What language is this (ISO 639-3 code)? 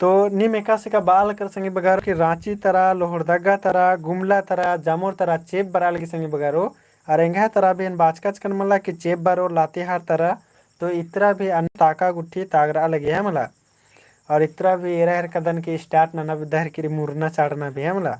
kru